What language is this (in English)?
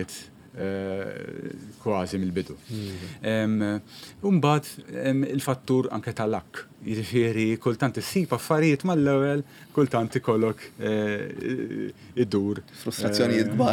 Maltese